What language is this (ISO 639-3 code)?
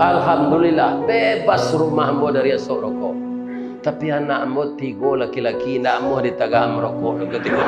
min